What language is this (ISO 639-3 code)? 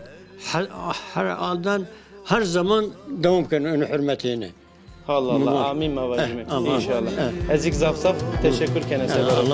zza